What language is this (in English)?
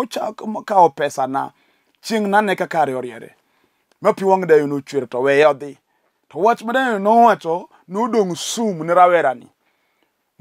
Luo (Kenya and Tanzania)